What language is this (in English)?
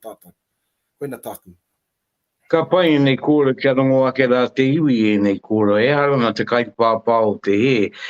Māori